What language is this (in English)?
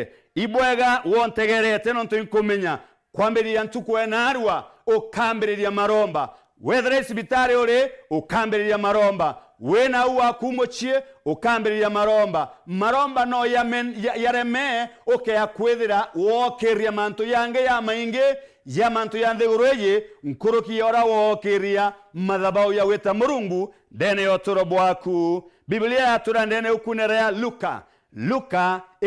Meru